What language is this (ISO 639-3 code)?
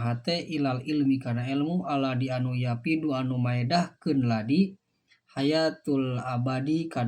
sun